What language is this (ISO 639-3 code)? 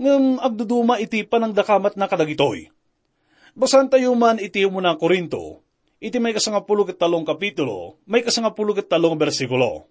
ilo